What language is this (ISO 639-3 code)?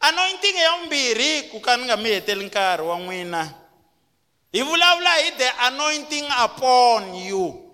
tso